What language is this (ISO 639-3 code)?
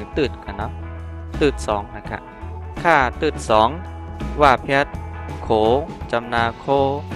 shn